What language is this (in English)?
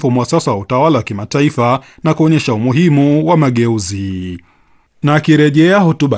Swahili